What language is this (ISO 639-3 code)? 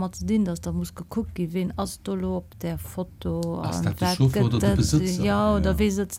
ltz